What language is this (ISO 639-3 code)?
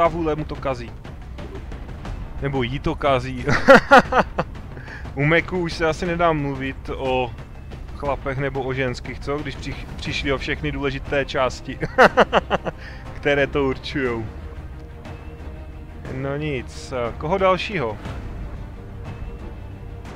ces